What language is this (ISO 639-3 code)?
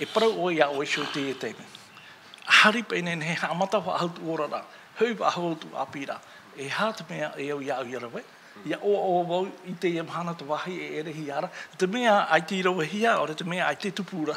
tah